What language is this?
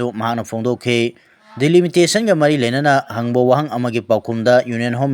Manipuri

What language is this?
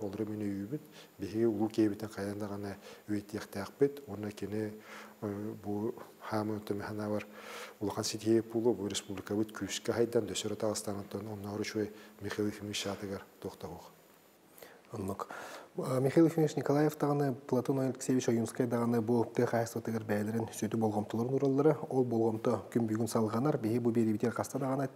Yakut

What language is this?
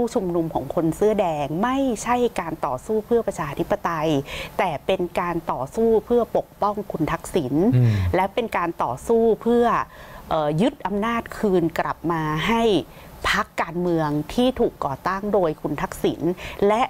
Thai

